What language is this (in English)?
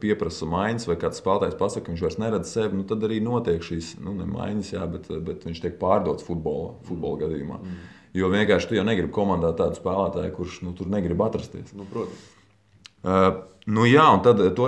Latvian